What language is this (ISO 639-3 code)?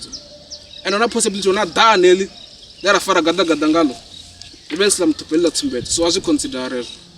ven